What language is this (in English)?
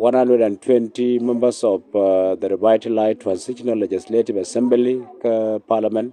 Nuer